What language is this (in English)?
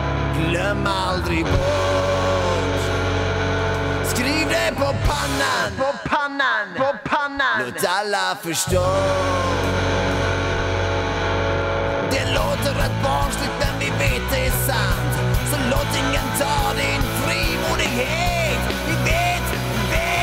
Swedish